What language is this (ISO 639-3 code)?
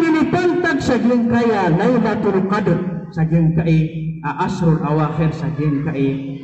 mrw